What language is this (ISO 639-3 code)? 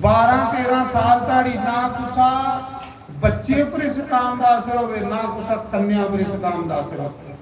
doi